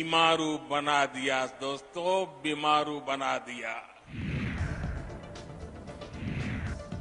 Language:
Gujarati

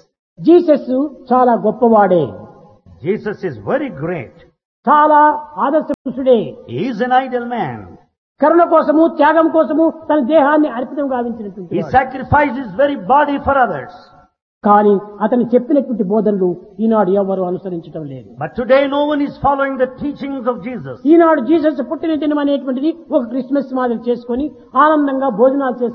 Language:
Telugu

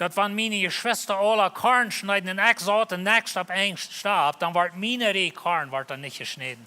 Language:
Plautdietsch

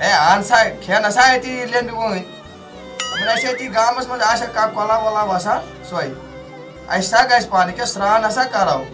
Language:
Kashmiri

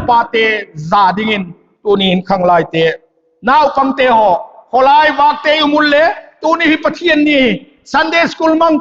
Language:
Vaiphei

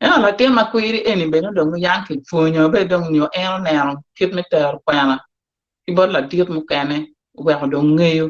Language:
Acoli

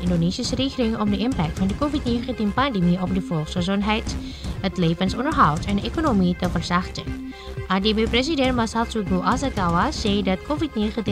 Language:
Dutch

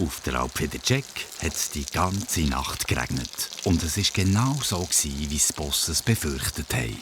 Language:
Swiss German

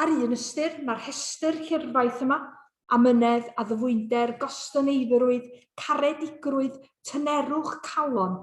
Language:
Welsh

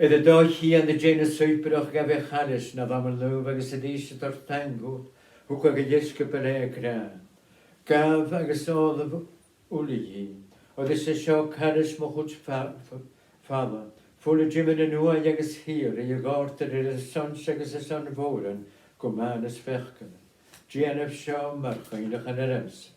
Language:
Scottish Gaelic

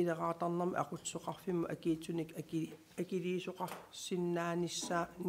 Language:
Kalaallisut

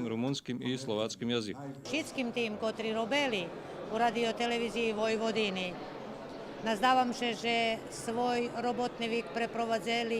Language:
Rusyn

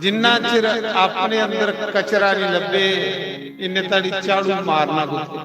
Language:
Dogri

